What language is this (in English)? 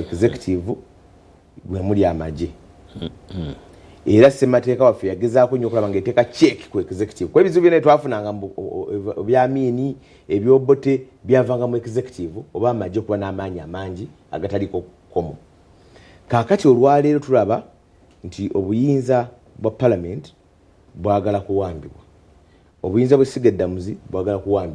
Ganda